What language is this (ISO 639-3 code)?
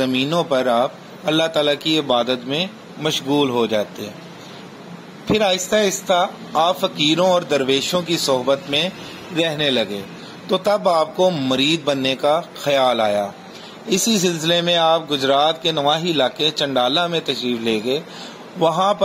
urd